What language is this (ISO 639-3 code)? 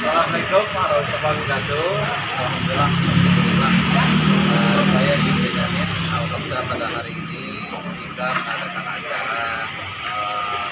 bew